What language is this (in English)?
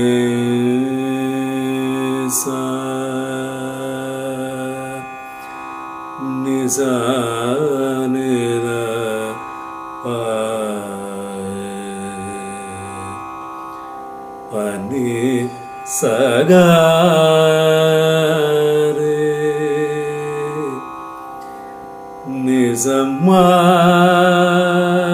Malayalam